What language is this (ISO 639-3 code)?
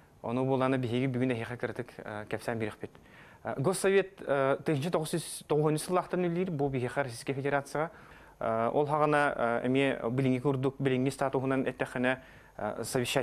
sah